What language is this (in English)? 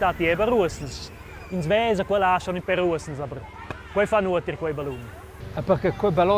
Romansh